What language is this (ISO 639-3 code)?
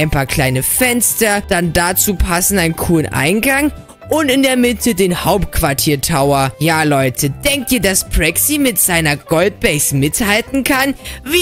deu